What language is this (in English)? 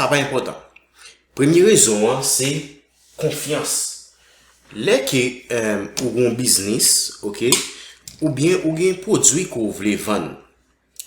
Haitian Creole